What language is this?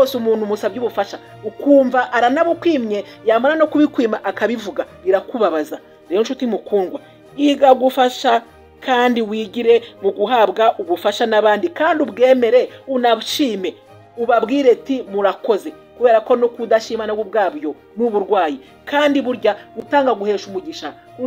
Kinyarwanda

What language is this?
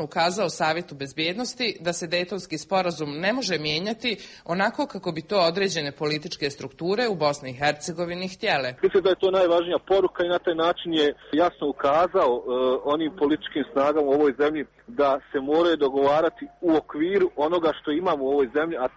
Croatian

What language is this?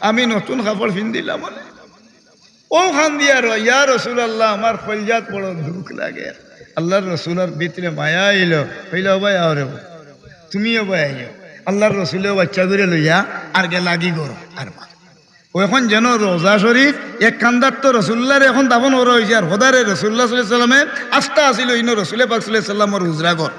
Sylheti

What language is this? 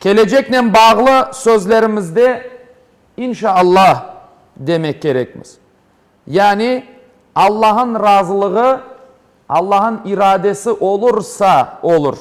Crimean Tatar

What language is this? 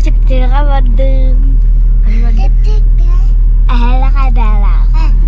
Yakut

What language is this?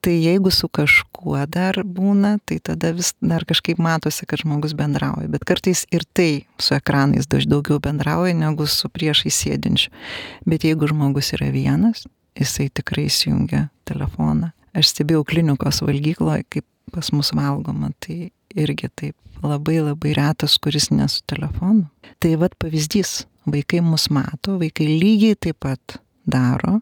Lithuanian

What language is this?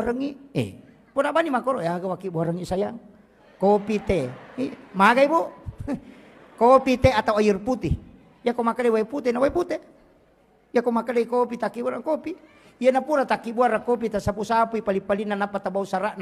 Buginese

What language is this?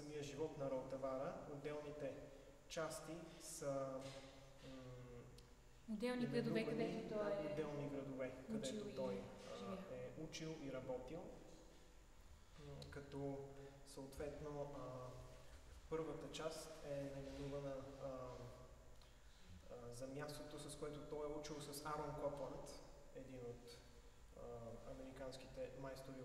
Bulgarian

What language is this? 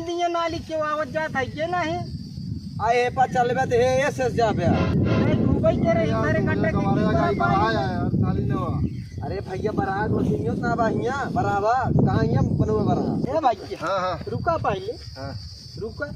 Awadhi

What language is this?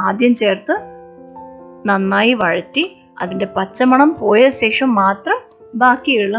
Malayalam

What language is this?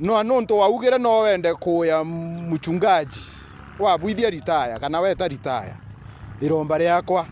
Meru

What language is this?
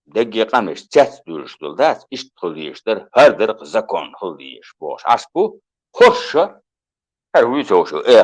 Chechen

